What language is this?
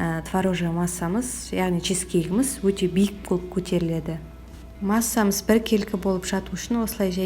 Kazakh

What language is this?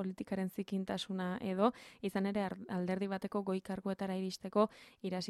Basque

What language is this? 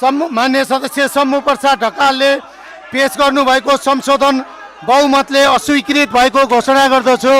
Nepali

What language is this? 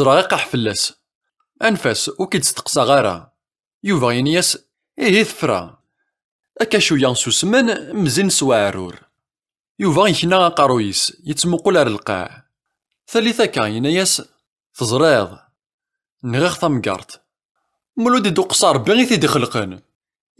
Kabyle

